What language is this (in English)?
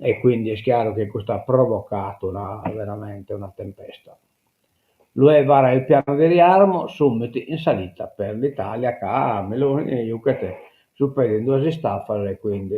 Sardinian